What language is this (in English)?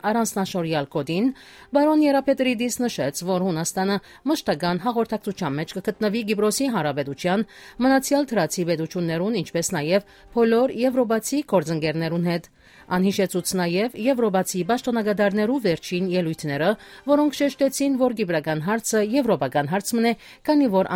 Western Armenian